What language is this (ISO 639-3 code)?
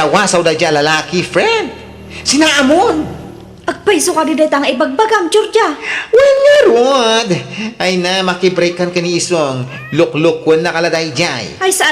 ilo